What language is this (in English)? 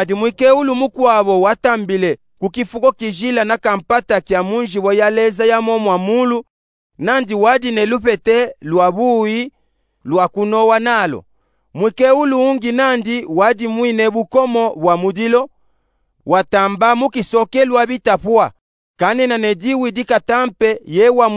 Luba-Katanga